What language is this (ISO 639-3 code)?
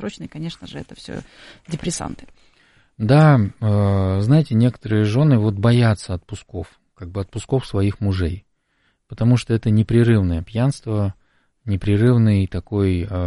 rus